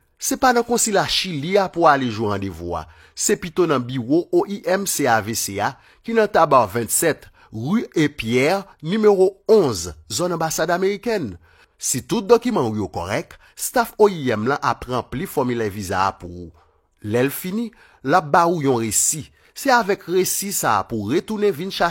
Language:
Haitian Creole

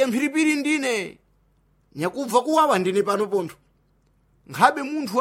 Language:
Sena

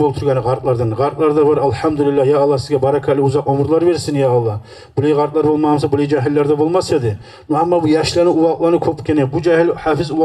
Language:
Kumyk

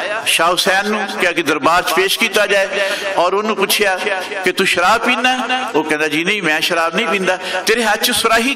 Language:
Western Panjabi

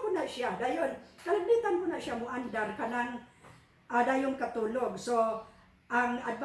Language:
Cebuano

